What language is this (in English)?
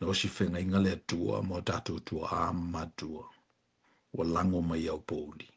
Samoan